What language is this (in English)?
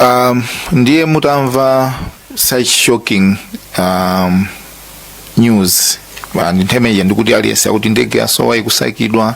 Nyanja